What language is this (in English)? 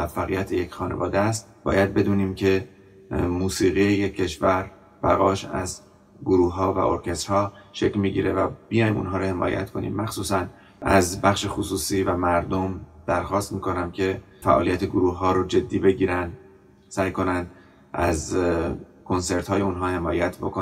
Persian